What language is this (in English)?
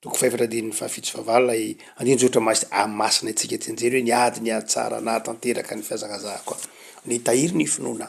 Malagasy